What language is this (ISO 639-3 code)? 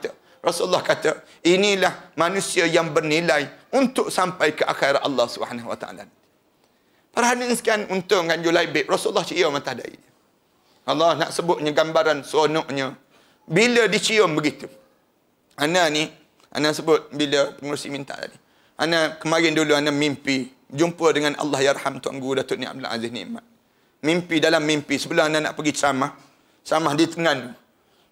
msa